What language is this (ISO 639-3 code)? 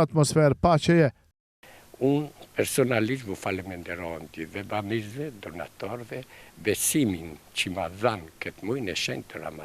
sqi